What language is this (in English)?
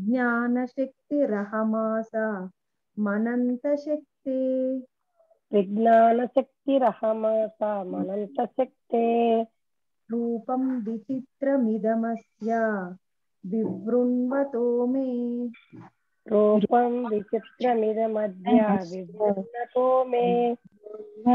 Telugu